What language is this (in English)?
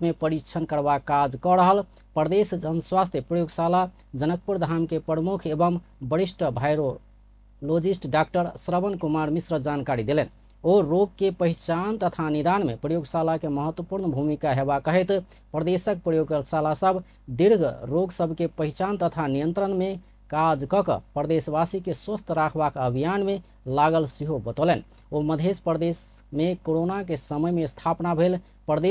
Maithili